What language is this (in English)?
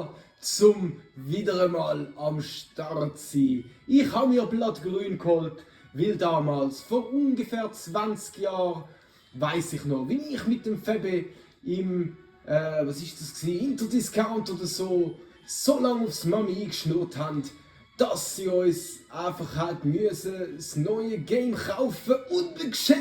Swiss German